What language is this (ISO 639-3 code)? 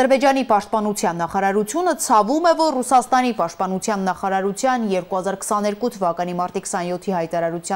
hye